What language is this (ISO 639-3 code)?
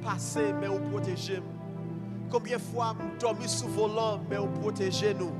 hat